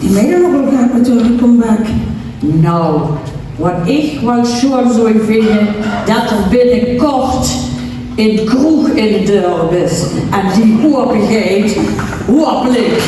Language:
Limburgish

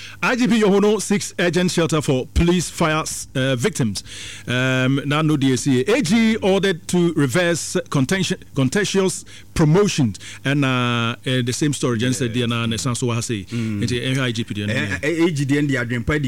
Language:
Akan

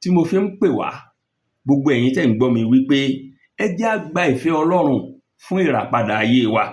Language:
Yoruba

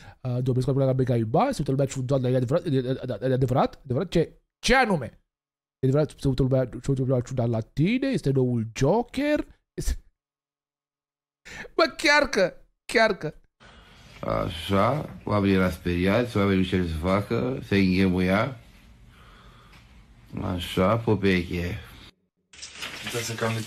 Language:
Romanian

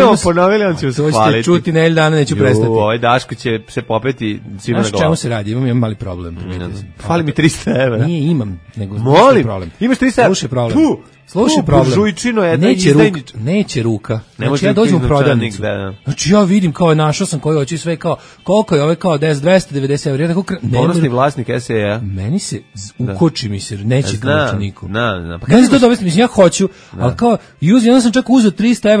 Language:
Serbian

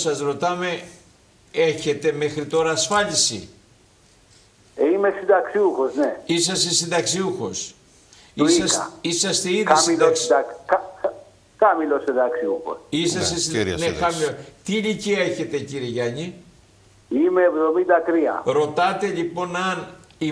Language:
Greek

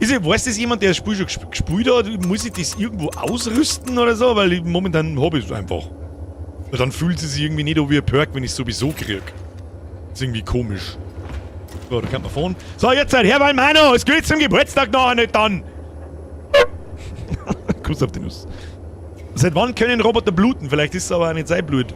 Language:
Bavarian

